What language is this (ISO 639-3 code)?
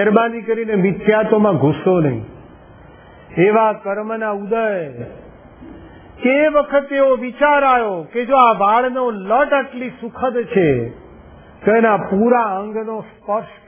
guj